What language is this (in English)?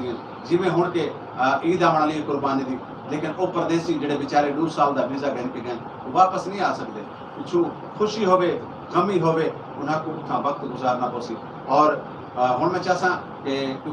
Saraiki